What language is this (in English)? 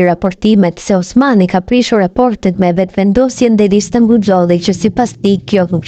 Albanian